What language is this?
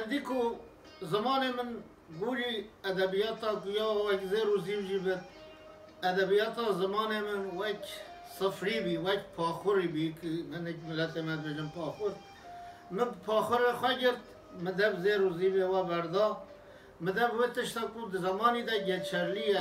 Kurdish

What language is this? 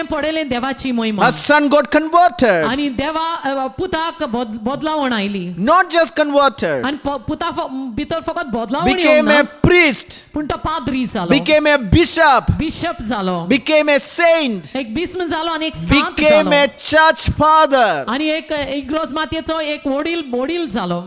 Konkani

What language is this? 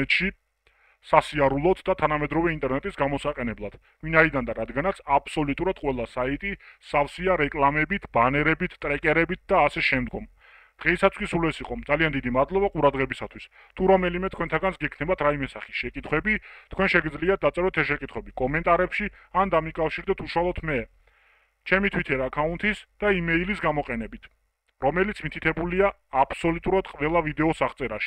Georgian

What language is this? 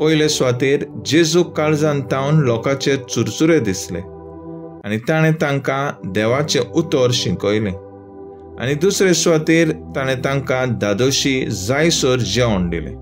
Konkani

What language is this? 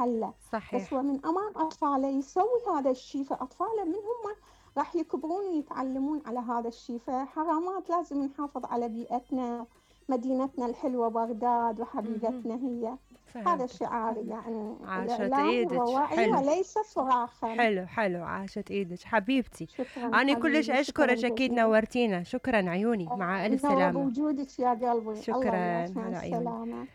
Mesopotamian Arabic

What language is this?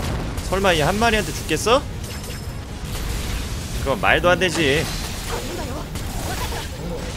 Korean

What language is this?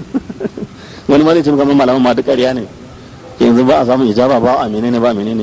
Hausa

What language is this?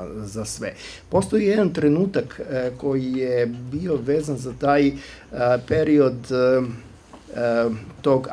Serbian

